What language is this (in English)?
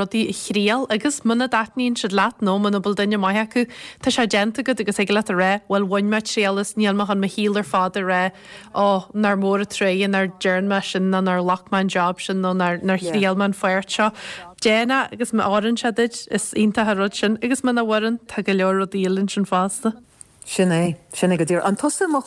Irish